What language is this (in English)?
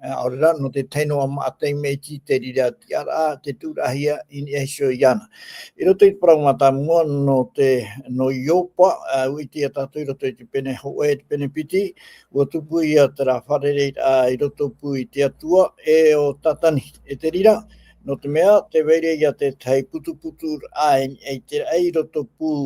Tahitian